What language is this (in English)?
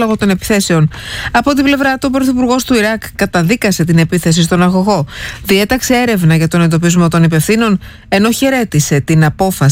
Greek